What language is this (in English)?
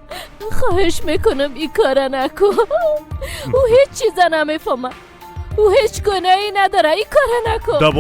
Persian